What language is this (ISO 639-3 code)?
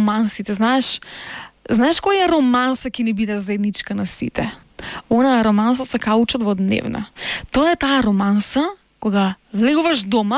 mkd